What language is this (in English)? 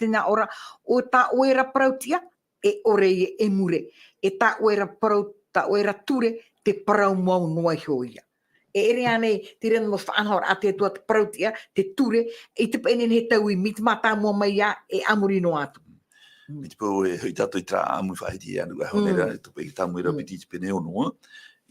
Tahitian